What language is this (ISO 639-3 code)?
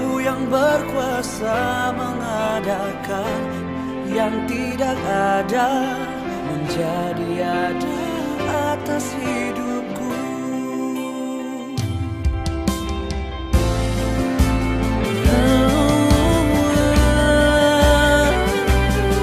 ind